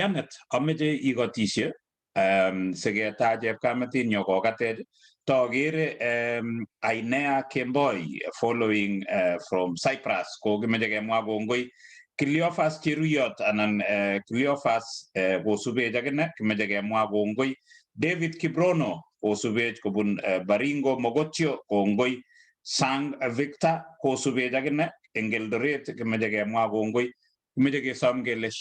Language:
Kalenjin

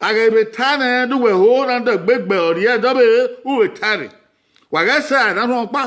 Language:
Bini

